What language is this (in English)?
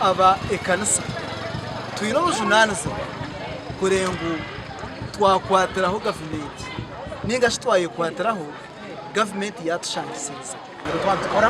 Nyankole